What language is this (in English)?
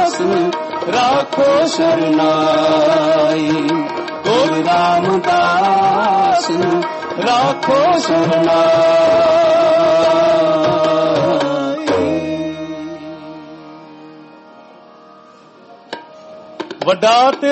Punjabi